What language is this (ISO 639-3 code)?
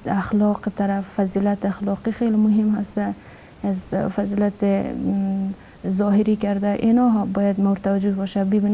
fas